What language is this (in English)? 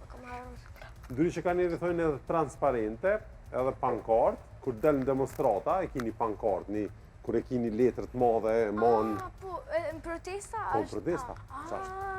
Albanian